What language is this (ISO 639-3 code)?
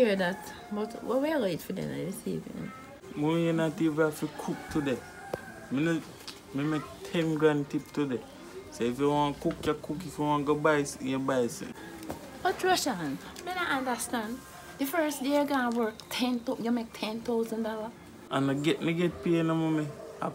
jam